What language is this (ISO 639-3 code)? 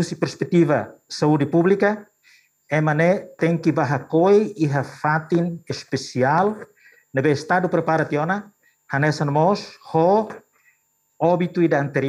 tet